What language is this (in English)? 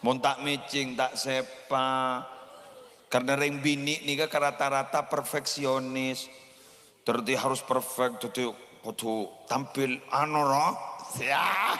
Madurese